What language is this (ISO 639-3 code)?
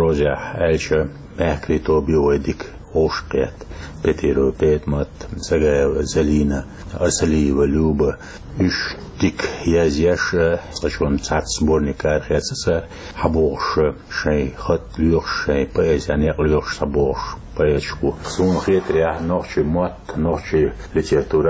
che